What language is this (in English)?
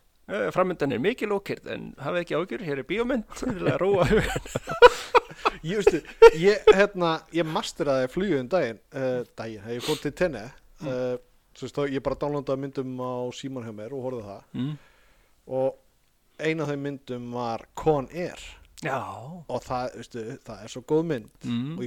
Icelandic